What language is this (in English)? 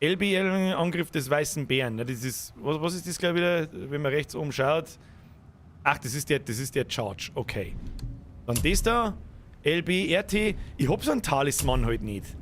Bavarian